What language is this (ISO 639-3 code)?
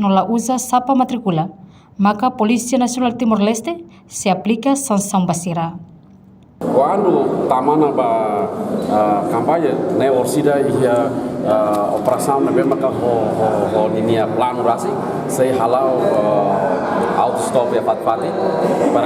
tet